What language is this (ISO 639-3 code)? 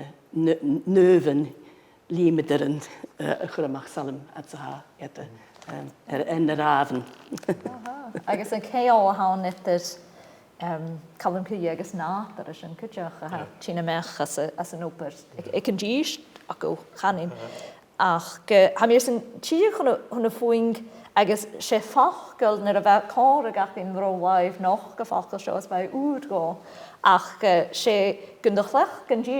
gla